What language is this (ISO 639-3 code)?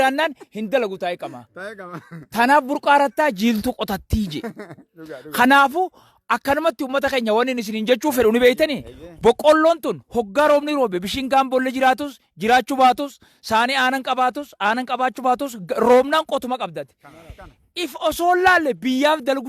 orm